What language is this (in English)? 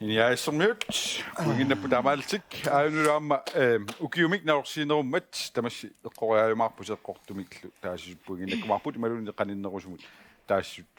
Kalaallisut